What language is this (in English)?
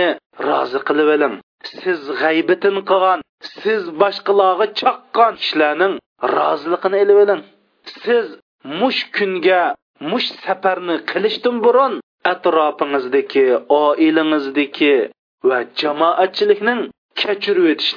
Uyghur